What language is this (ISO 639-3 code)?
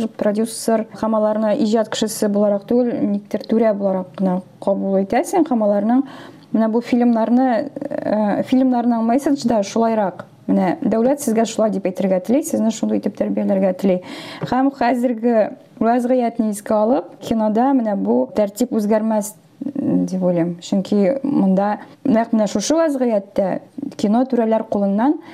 tat